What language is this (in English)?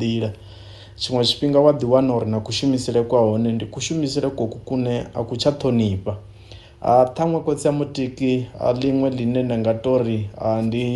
Venda